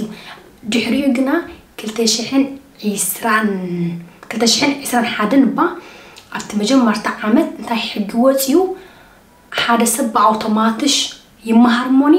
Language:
Tigrinya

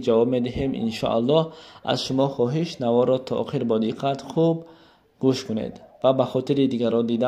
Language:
Tajik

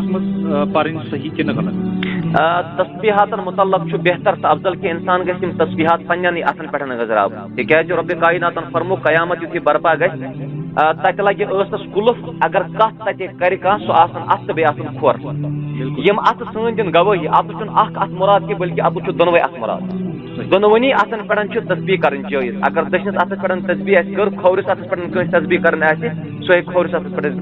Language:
Kashmiri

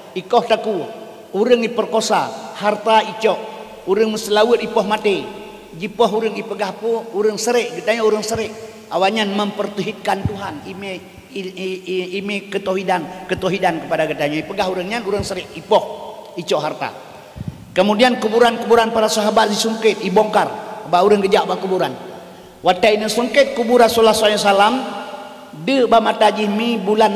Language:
Achinese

